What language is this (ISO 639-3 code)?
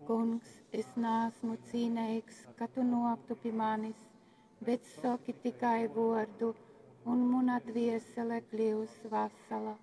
ltg